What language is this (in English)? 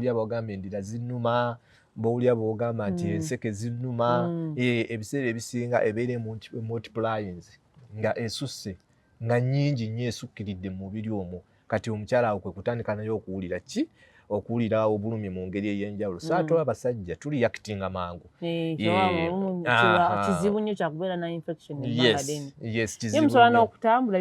Ganda